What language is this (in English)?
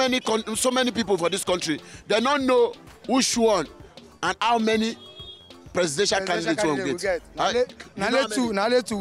Nigerian Pidgin